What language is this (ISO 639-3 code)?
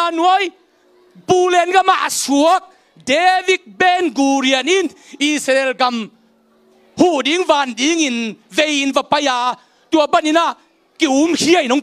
ctd